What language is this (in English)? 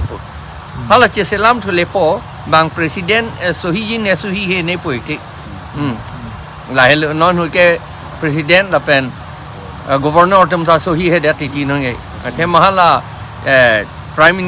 Karbi